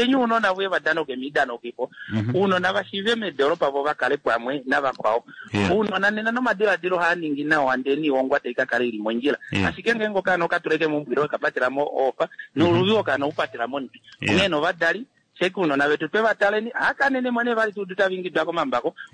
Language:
Kuanyama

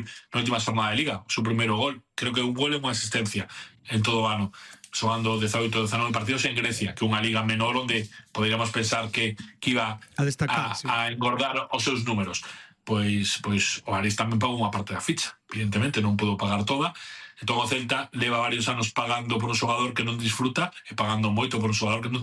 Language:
Galician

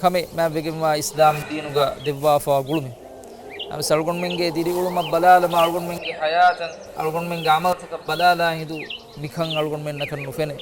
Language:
Divehi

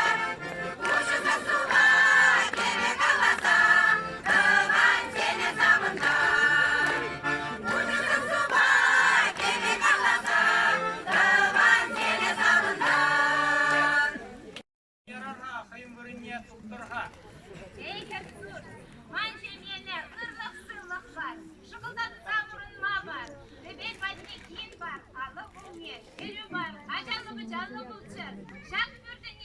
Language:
Chuvash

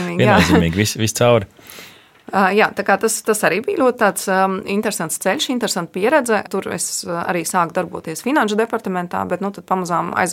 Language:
Latvian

